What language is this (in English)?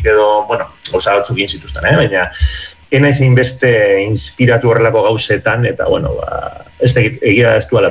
Basque